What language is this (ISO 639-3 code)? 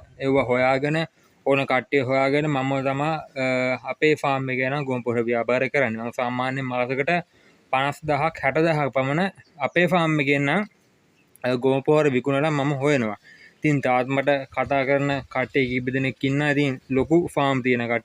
sin